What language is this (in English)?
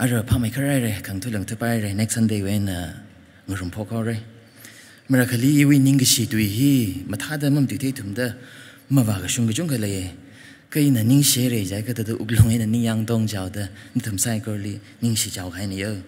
Tangkhul Naga (India)